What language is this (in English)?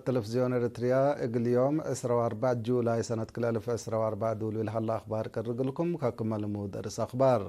Tigre